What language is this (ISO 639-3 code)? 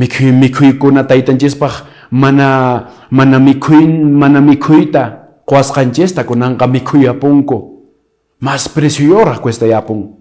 que